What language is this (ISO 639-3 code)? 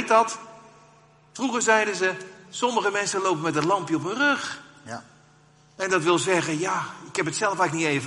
nld